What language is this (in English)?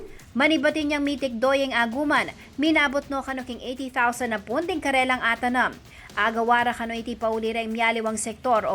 Pampanga